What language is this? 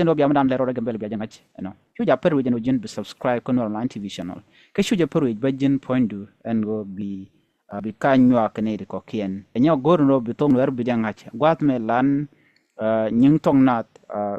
Nuer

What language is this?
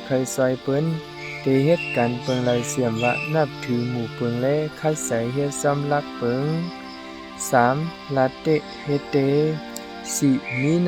Shan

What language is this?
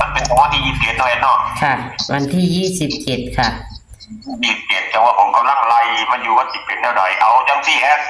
Northeastern Thai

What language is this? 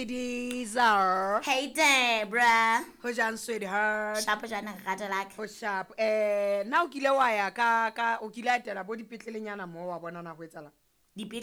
Southern Sotho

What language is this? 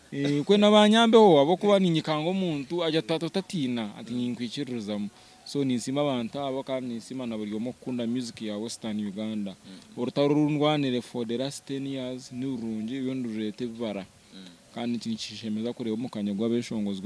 Nyankole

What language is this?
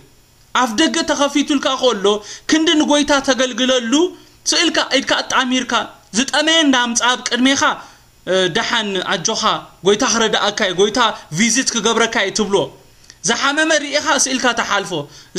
Tigrinya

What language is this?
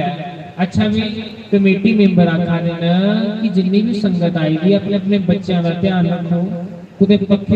Dogri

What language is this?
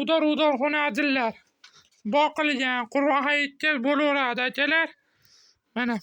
Uzbek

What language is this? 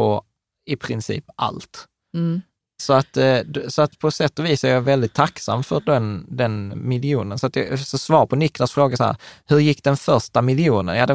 Swedish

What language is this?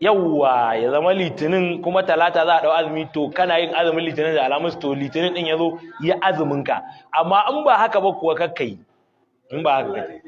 Hausa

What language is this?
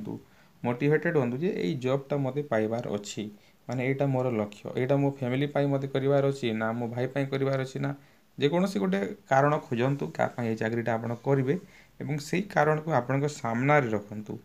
Odia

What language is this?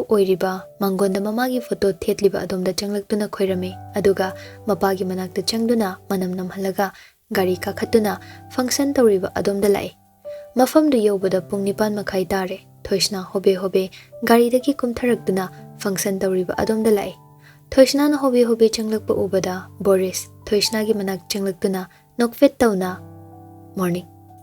Manipuri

